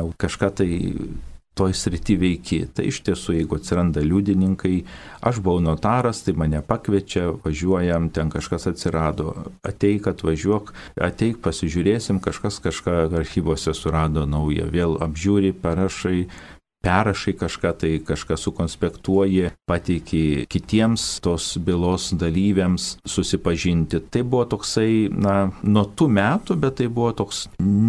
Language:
Lithuanian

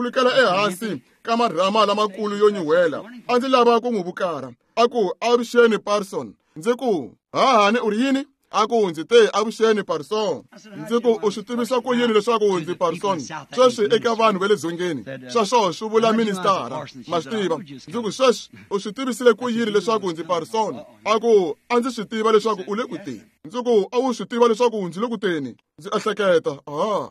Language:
Tsonga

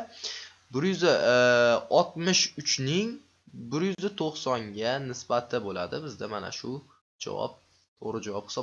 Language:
Uzbek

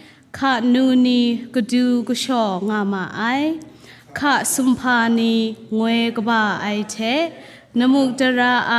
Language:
Kachin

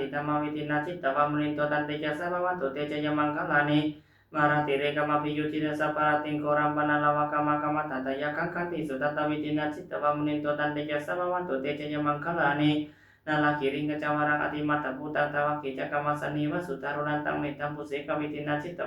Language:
Pali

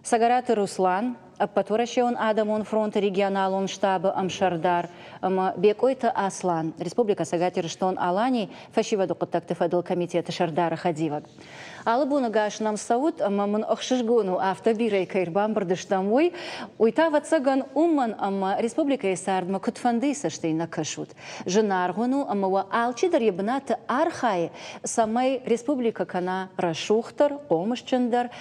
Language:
Ossetic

